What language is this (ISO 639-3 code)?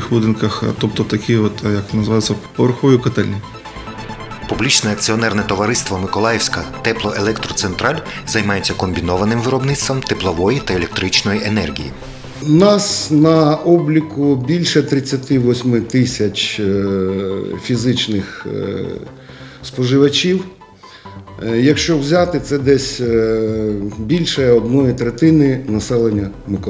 ukr